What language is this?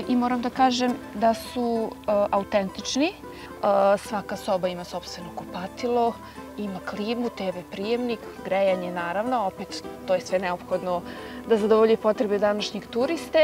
Serbian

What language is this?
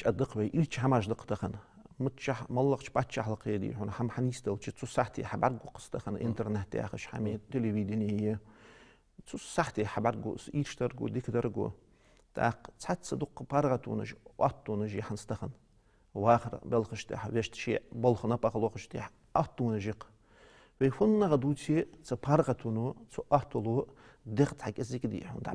Ingush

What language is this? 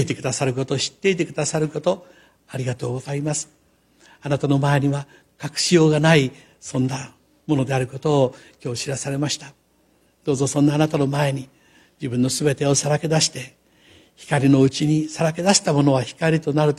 Japanese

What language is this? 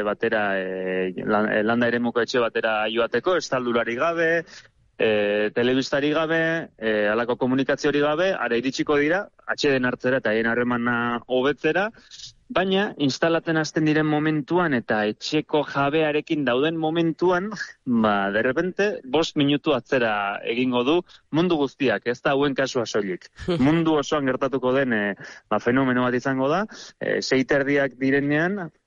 Basque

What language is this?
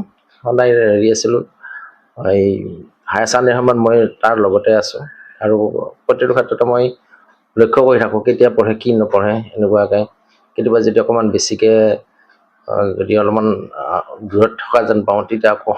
Assamese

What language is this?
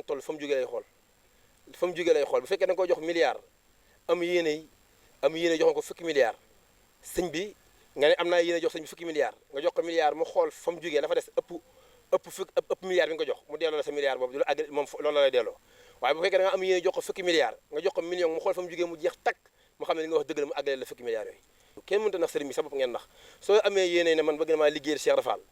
Wolof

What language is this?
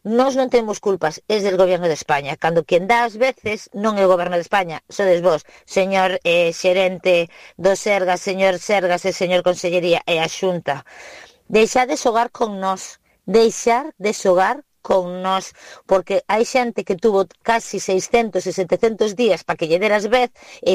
Galician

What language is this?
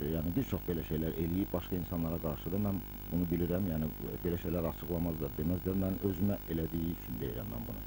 Azerbaijani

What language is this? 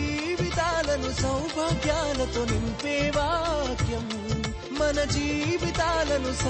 Telugu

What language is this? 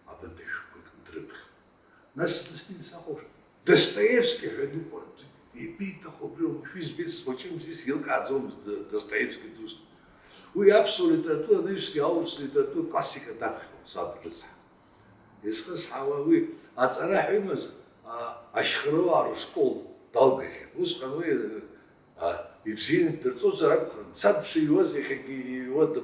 Abkhazian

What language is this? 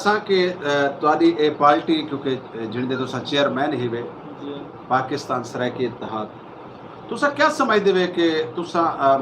Saraiki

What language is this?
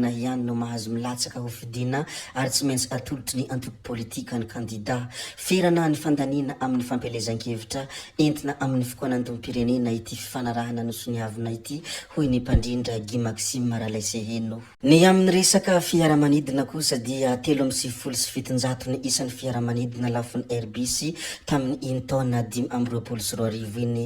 Malagasy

